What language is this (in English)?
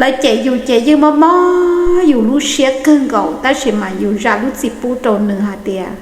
Hmong